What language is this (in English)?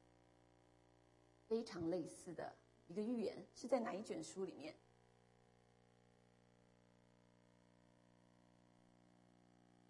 Chinese